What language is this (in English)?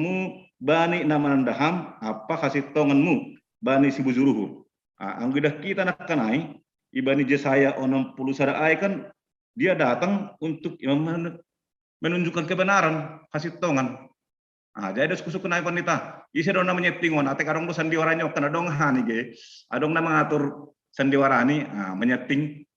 Batak Simalungun